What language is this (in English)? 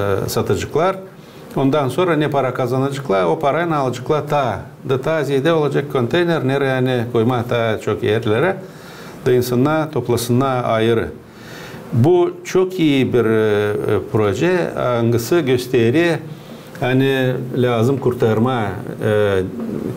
Gagauz